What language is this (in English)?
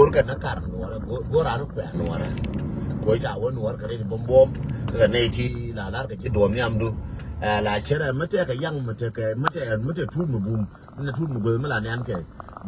Nuer